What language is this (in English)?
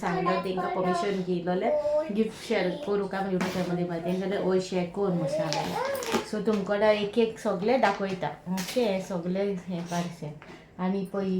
Konkani